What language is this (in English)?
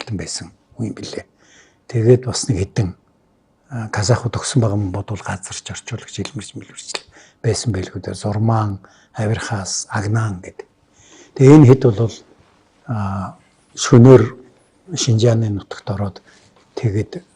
Mongolian